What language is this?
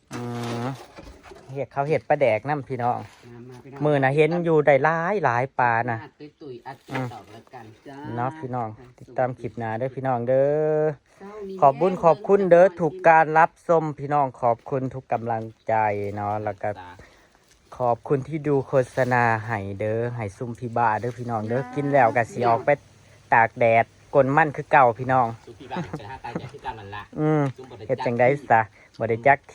Northeastern Thai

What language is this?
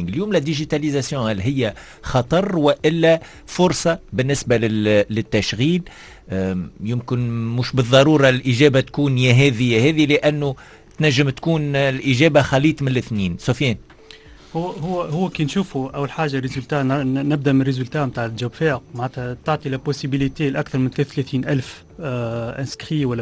Tunisian Arabic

